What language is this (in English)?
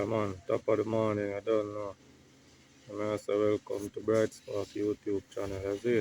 Jamaican Creole English